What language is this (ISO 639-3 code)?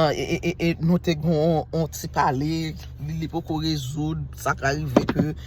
hat